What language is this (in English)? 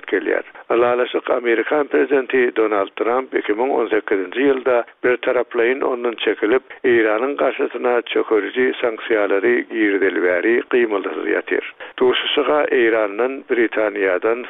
Turkmen